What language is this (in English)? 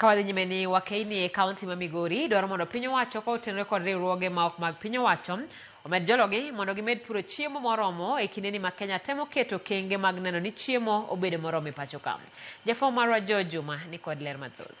Luo (Kenya and Tanzania)